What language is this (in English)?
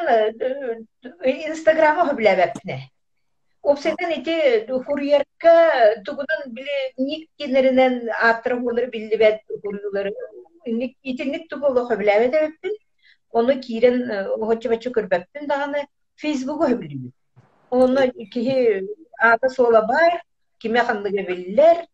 Yakut